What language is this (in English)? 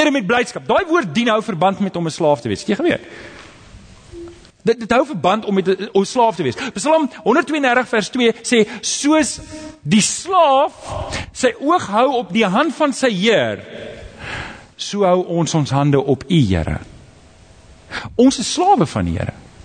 Afrikaans